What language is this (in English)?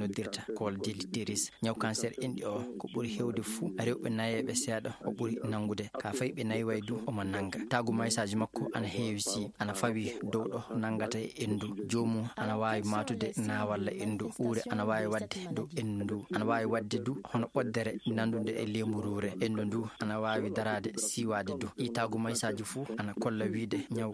Fula